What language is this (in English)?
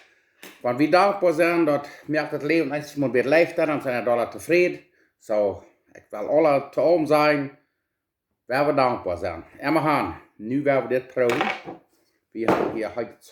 Plautdietsch